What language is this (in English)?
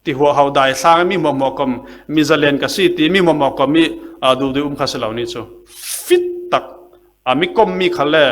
Falam Chin